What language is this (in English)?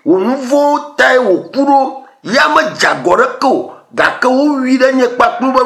Ewe